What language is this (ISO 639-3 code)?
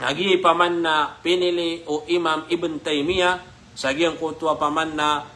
mrw